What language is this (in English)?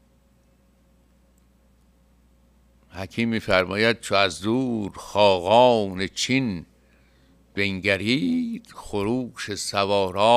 Persian